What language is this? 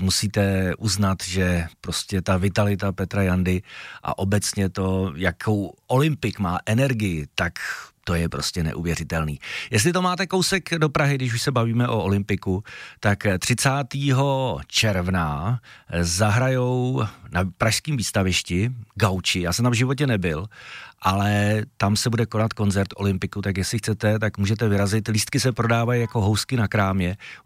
Czech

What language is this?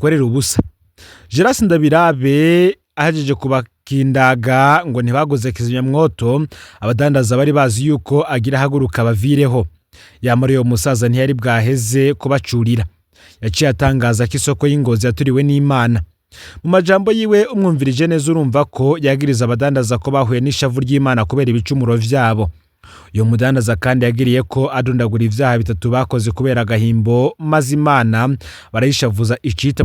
Rundi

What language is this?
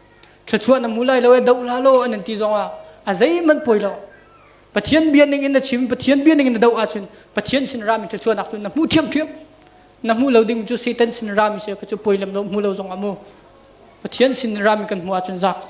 Hakha Chin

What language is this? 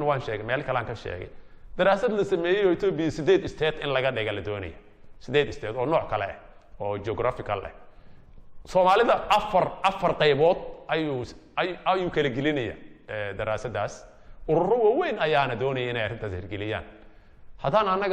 Somali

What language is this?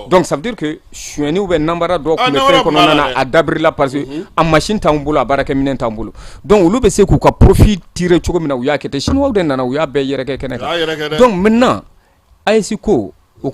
Bambara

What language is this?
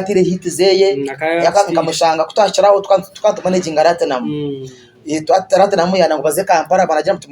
Nyankole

